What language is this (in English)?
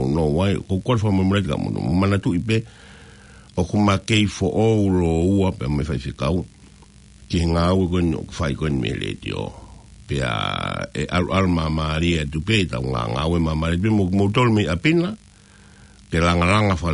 Tongan